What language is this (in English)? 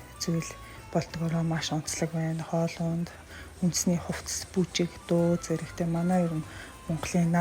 Mongolian